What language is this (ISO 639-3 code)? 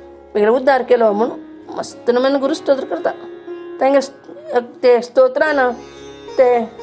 kok